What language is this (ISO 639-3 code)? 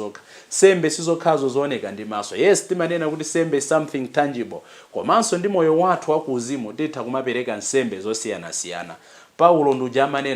nya